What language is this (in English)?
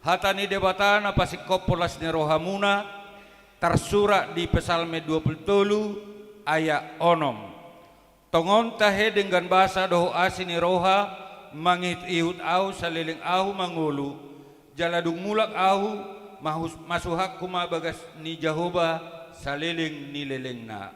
Batak Toba